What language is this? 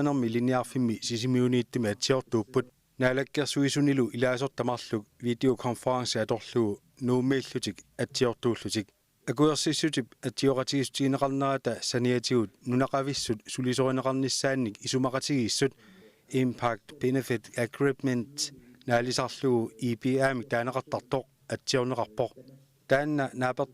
Kalaallisut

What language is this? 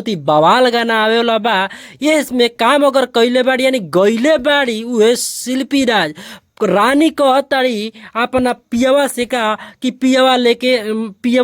Bhojpuri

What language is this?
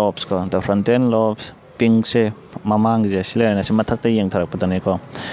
Manipuri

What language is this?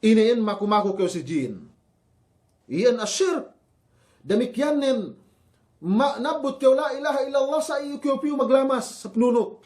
Yakan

